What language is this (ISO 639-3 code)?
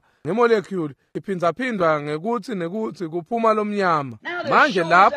ssw